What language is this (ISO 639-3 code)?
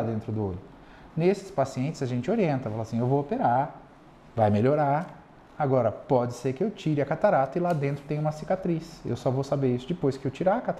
por